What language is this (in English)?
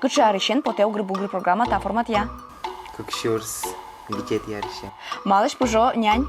Udmurt